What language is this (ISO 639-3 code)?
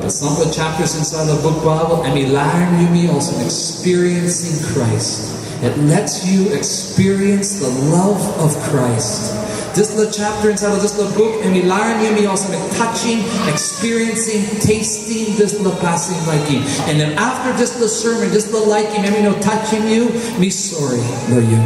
tpi